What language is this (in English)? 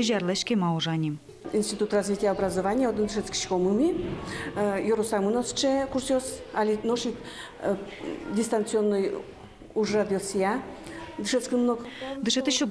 Udmurt